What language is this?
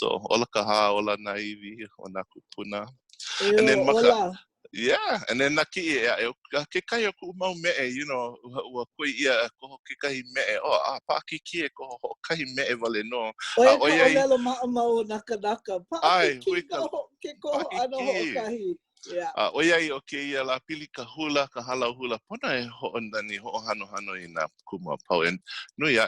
Hawaiian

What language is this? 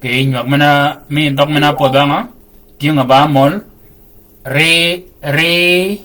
Shilluk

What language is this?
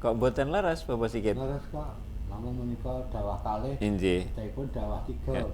Javanese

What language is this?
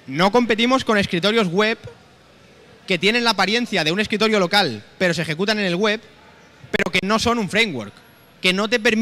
Spanish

